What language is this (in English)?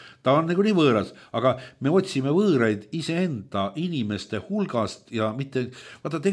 Estonian